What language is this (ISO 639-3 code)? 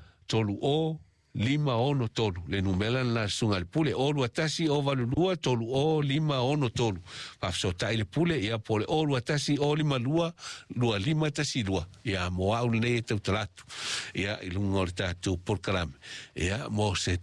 smo